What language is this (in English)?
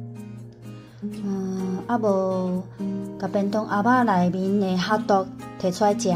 Min Nan Chinese